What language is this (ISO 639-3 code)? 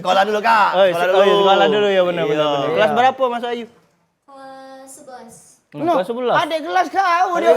mui